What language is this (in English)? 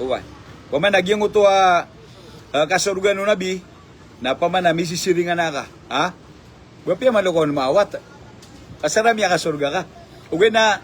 Maranao